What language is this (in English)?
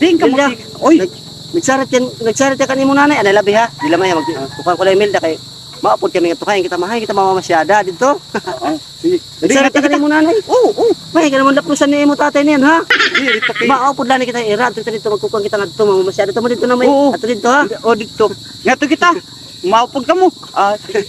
Waray